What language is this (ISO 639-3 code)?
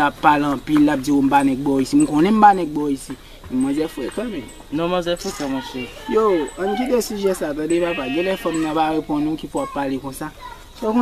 hat